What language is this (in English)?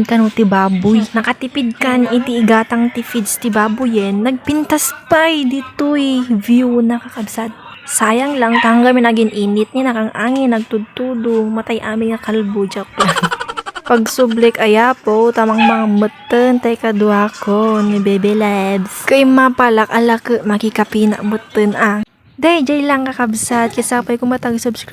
Iloko